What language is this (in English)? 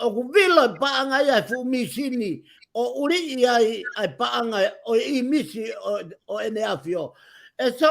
Tongan